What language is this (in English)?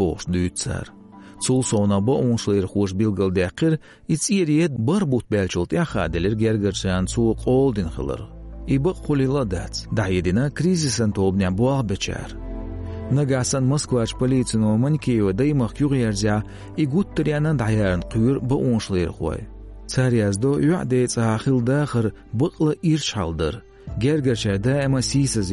Chechen